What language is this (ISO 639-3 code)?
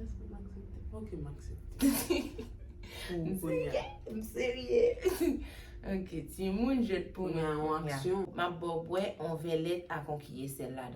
hat